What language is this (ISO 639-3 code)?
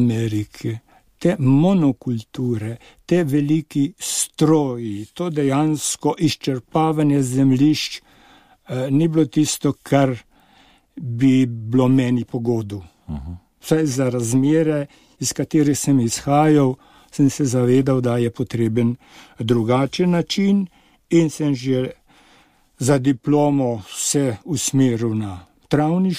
slv